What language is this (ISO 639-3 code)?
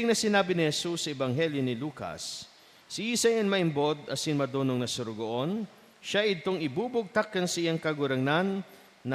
bik